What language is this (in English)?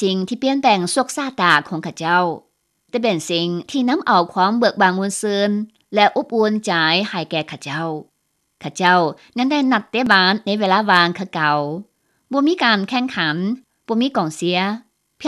Lao